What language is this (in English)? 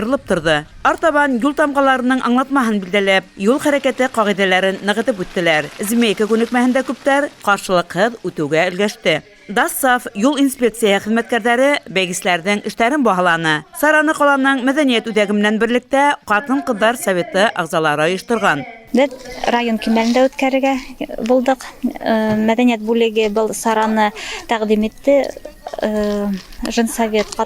Bashkir